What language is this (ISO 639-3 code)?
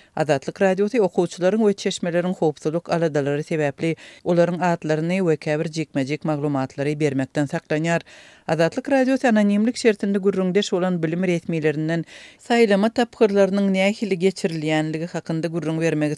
tuk